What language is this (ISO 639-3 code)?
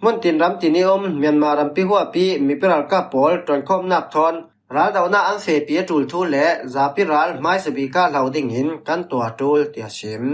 cfm